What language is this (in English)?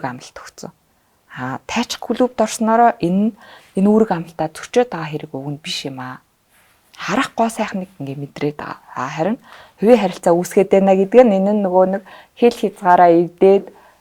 Mongolian